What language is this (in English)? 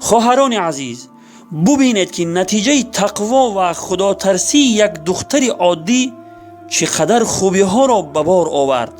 Tajik